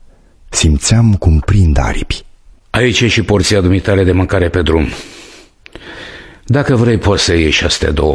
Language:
Romanian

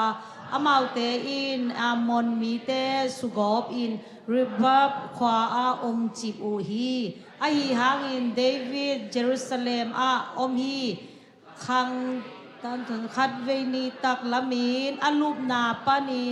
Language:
Tedim Chin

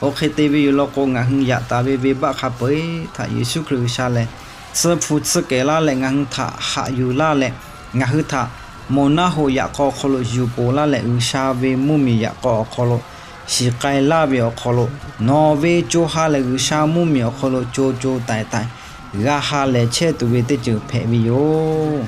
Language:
Lahu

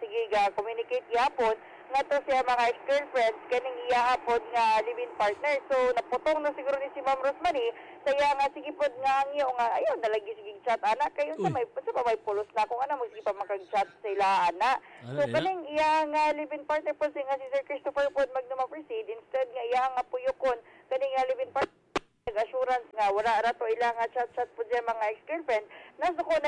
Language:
Cebuano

